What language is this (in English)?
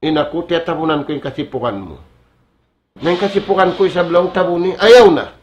Tausug